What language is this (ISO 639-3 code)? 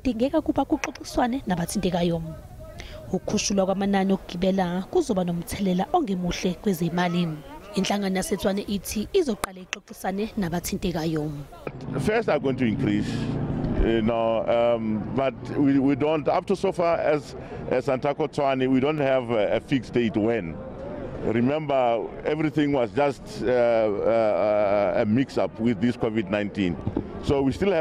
zul